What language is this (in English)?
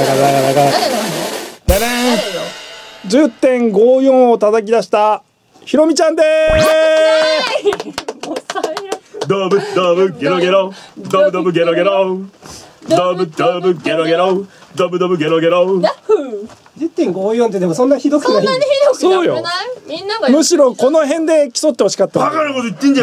Japanese